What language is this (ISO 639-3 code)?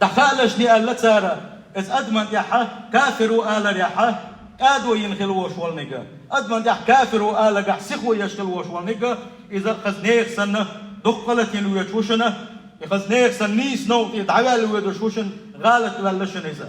che